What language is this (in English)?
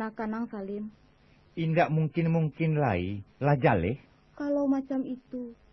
Minangkabau